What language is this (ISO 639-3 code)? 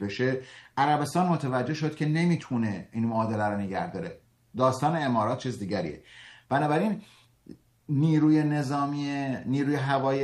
fas